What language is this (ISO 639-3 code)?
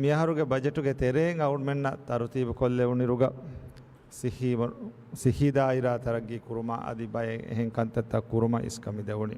div